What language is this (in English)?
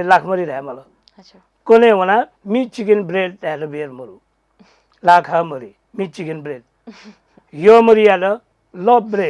Newari